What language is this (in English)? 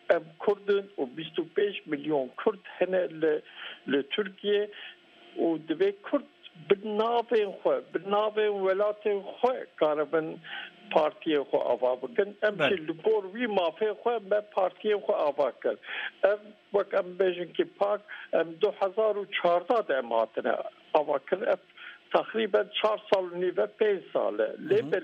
Kurdish